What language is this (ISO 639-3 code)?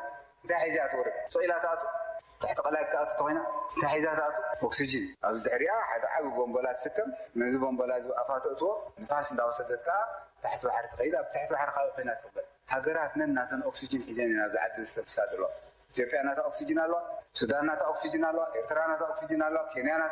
tir